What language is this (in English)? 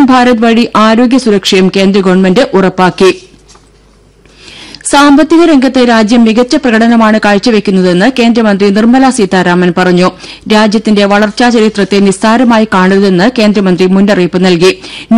Malayalam